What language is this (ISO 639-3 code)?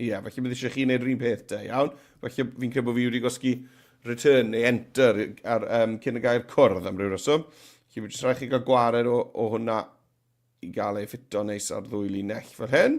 cym